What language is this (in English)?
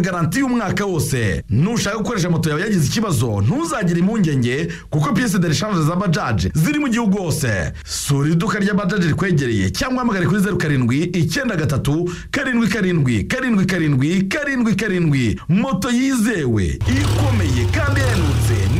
Kinyarwanda